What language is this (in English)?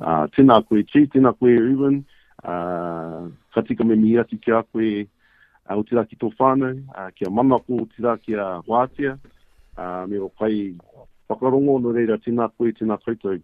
Māori